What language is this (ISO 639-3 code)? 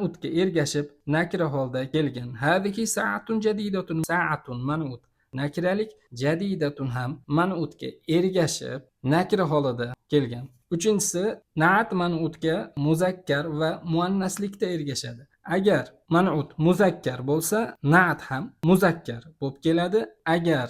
uzb